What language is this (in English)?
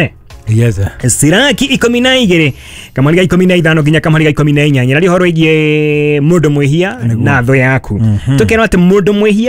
Kikuyu